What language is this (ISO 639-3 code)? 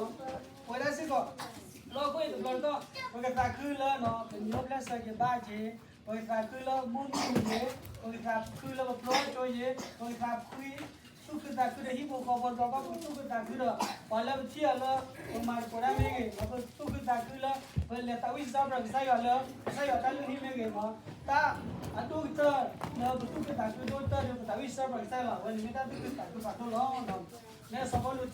ksw